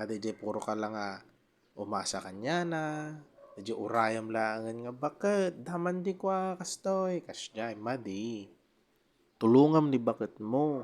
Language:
Iloko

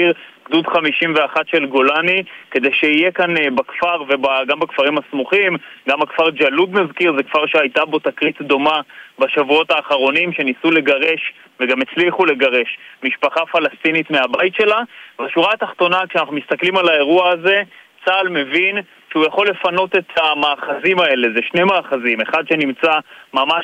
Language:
Hebrew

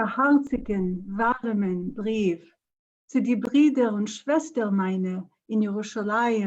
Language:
Yiddish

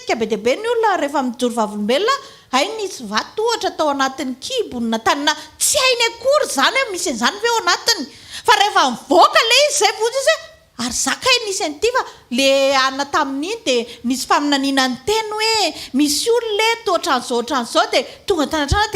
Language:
Malagasy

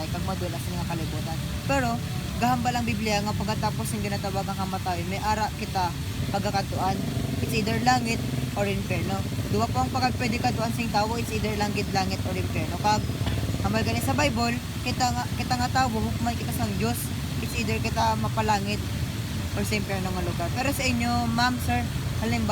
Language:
Hiligaynon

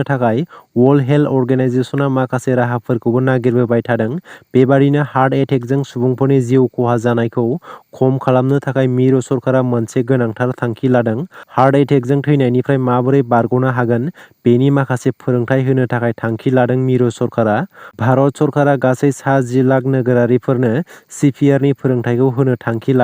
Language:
Bodo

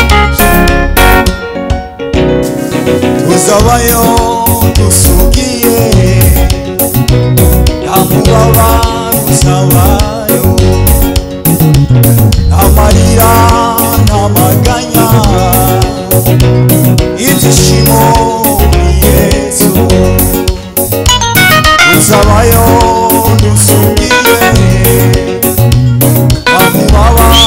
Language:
Kinyarwanda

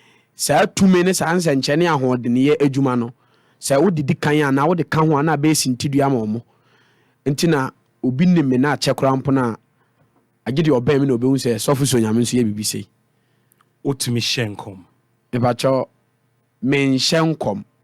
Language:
Akan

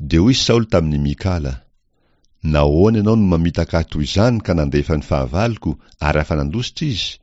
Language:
Malagasy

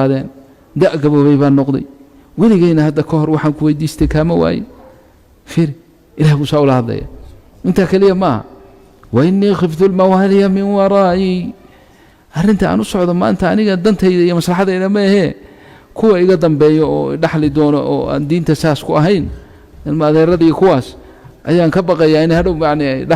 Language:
Somali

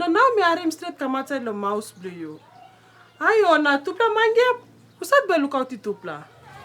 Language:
Tok Pisin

